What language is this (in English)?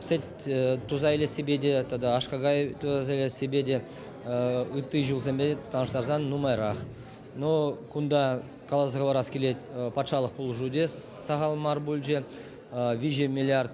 Chuvash